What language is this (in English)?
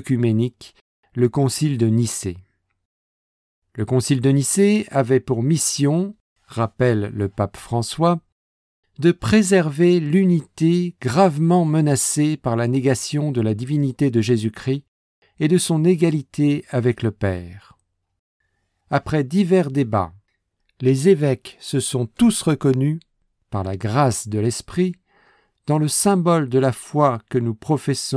French